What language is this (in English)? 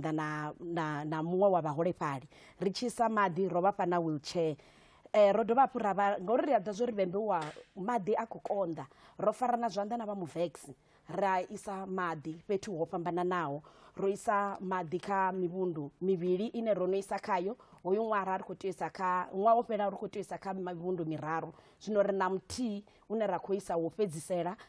Venda